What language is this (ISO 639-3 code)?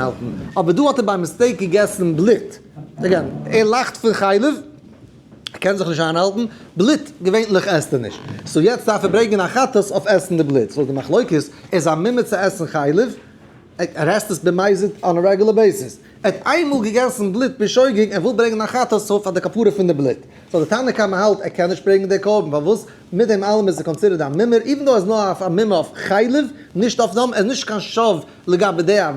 yid